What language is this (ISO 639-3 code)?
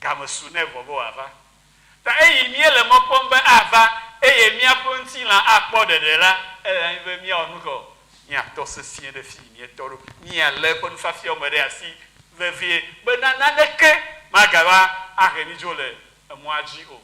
ewe